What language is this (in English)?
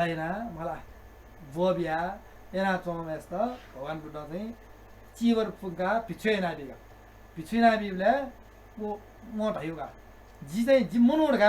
Newari